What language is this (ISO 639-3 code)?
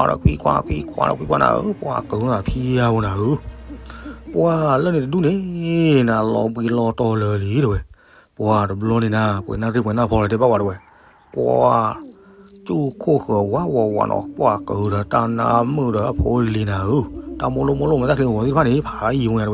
ksw